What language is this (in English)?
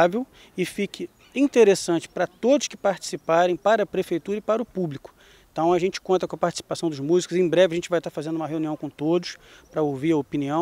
Portuguese